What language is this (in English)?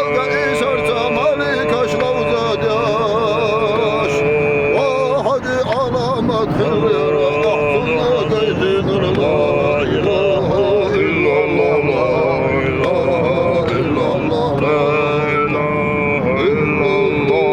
Chechen